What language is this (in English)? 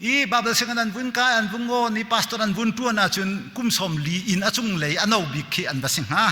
Hakha Chin